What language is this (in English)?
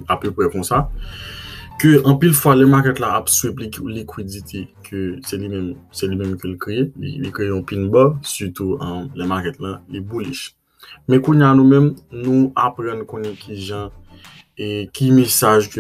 Haitian Creole